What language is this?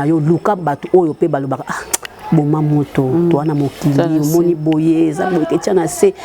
Lingala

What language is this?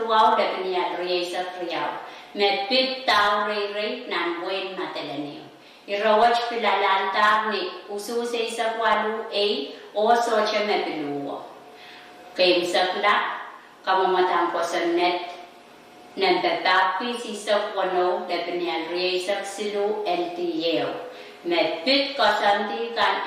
Pohnpeian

